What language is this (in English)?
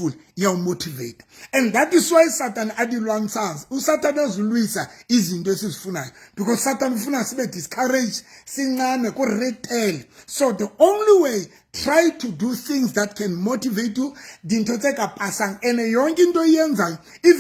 Southern Sotho